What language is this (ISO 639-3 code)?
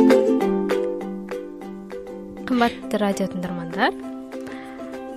kaz